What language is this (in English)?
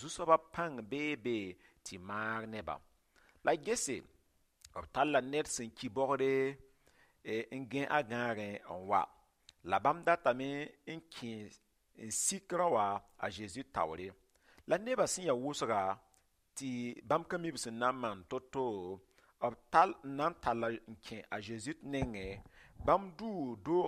Mossi